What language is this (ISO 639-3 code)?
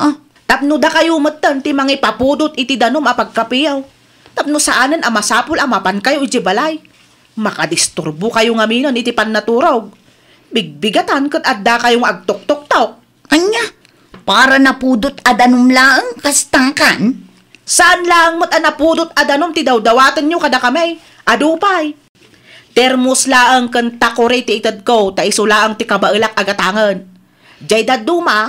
ilo